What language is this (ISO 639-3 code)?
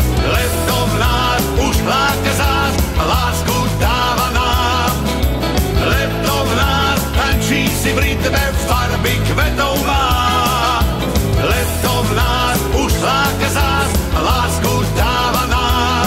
slk